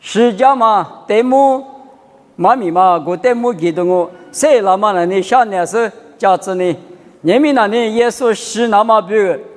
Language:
Lisu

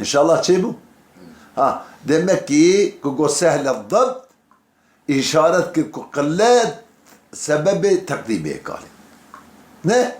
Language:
Kurdish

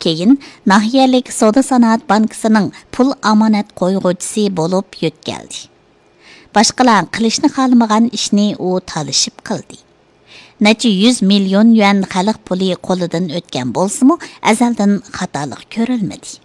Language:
Uyghur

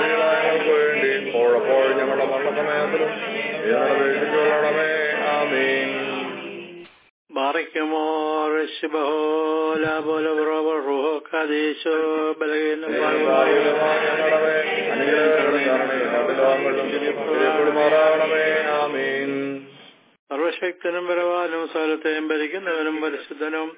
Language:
Malayalam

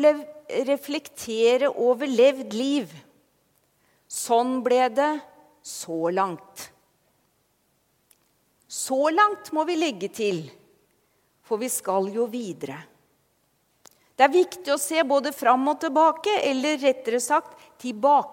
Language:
Norwegian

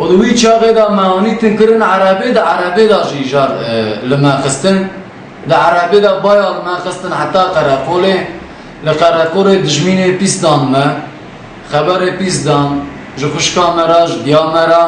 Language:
Kurdish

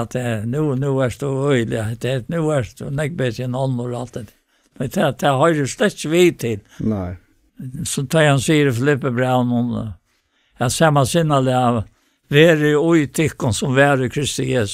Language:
Faroese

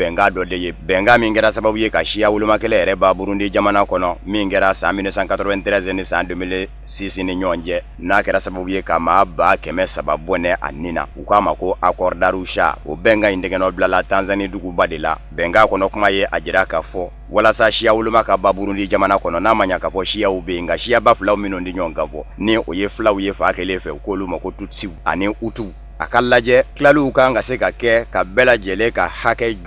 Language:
Bambara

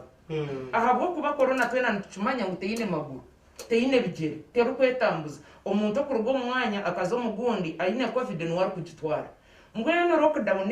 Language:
Nyankole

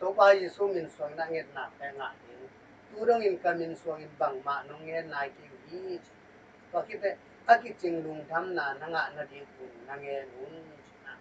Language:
Tedim Chin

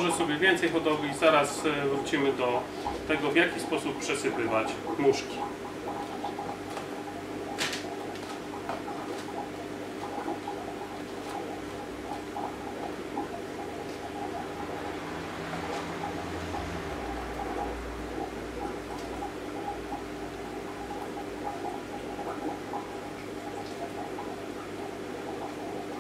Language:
Polish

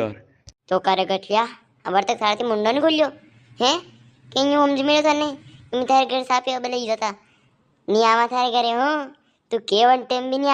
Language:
Rajasthani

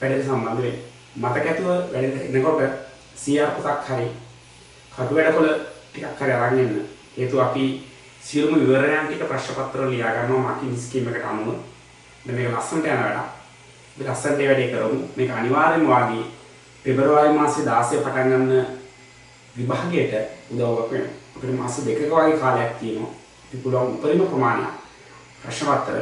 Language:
Sinhala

